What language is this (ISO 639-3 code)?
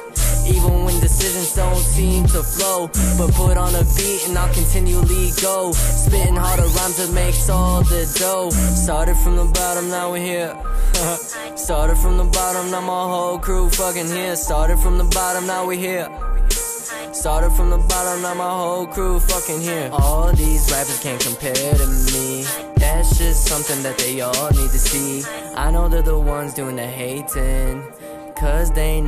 eng